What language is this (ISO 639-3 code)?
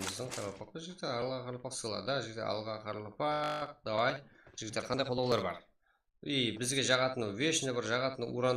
kaa